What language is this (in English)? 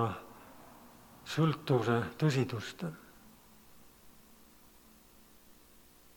Estonian